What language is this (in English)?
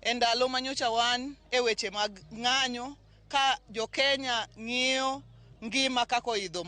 Luo (Kenya and Tanzania)